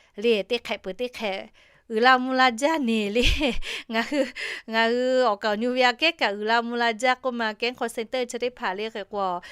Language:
Lahu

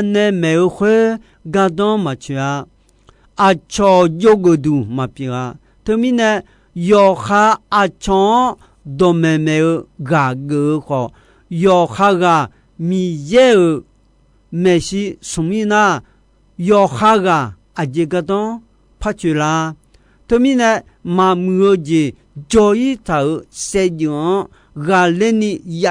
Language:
Akha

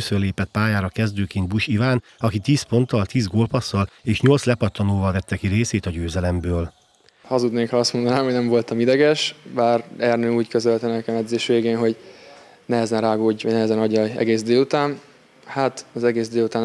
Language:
Hungarian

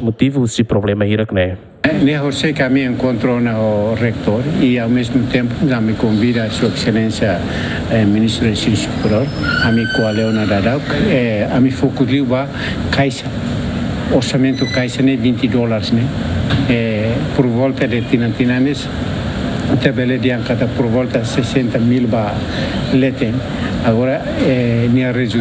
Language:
Tetum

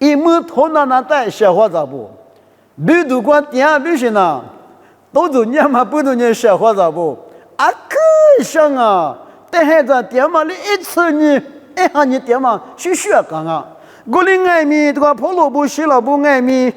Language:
Lisu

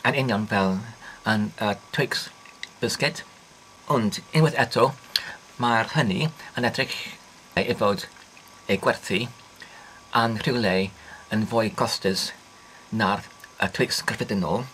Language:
Welsh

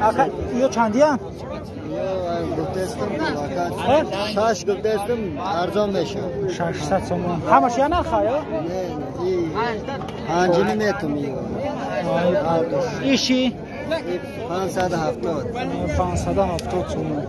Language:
Tajik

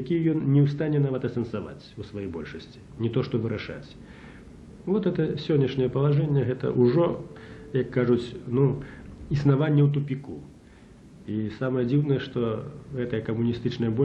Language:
Belarusian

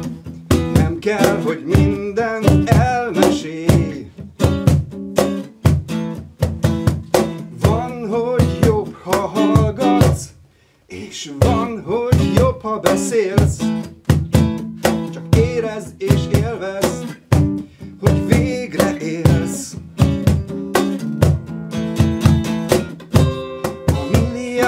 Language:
Hungarian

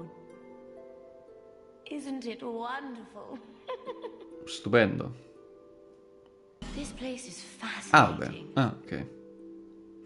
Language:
Italian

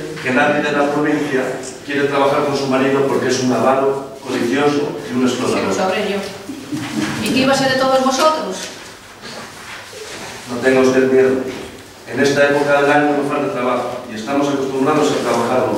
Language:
Spanish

